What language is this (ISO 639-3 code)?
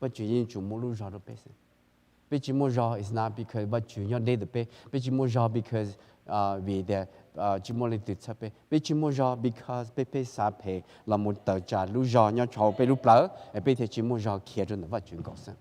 hmn